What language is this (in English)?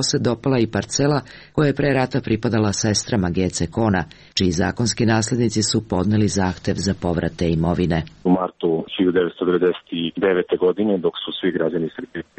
Serbian